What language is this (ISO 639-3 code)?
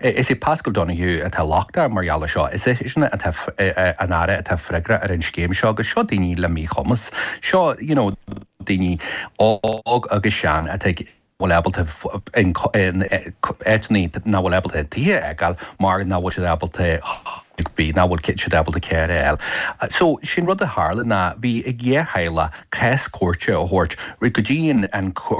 gle